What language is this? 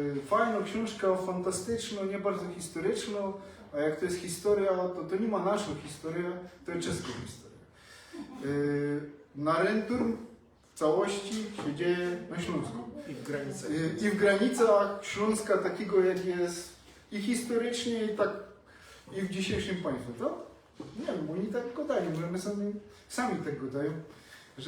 Silesian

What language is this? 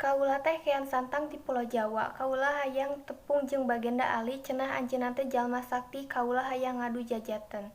Sundanese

